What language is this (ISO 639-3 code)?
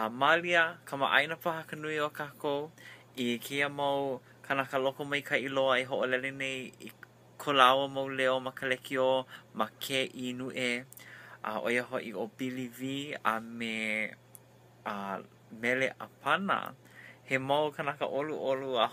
haw